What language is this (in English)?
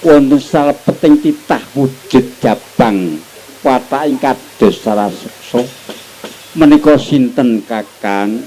Javanese